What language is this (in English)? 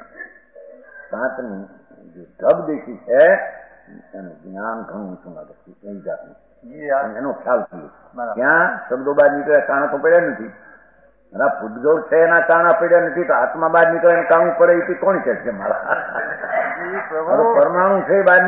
Gujarati